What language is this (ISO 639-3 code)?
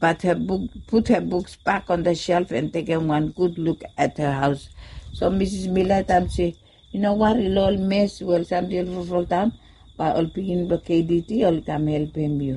bis